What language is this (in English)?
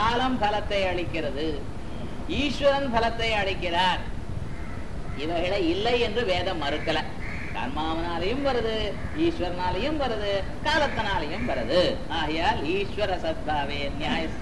Tamil